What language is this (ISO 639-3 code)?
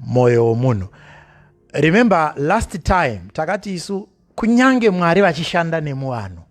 sna